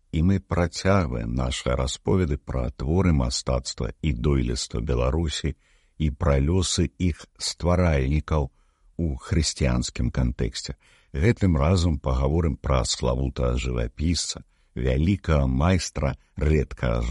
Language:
Belarusian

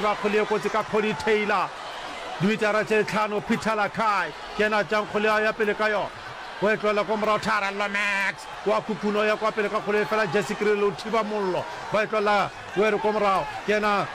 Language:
Northern Sotho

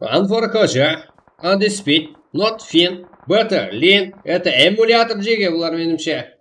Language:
Kara-Kalpak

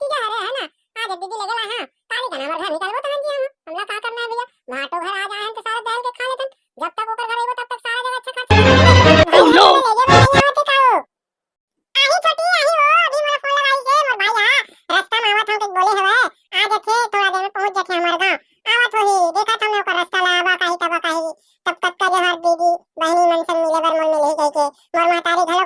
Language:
Chhattisgarhi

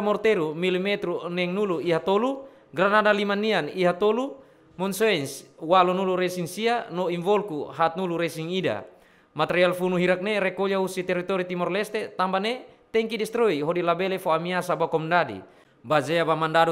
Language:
Tetum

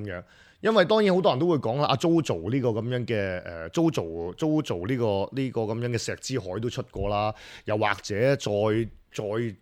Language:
Cantonese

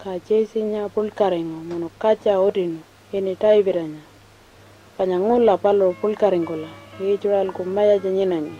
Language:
Pitjantjatjara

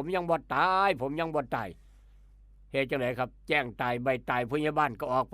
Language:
Lao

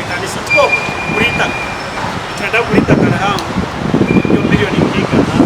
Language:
Nyankole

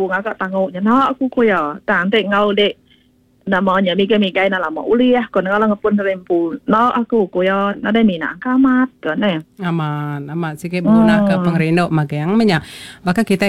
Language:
Iban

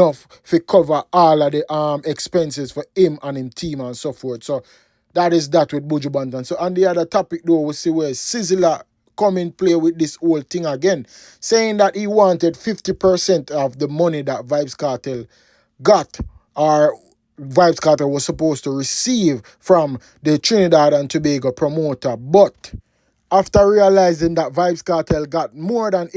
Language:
Jamaican Creole English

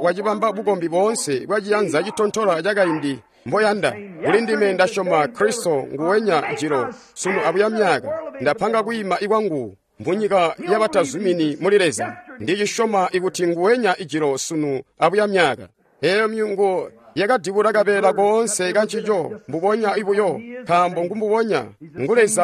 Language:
Tonga (Zambia)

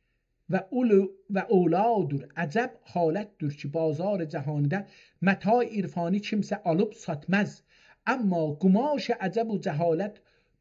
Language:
South Azerbaijani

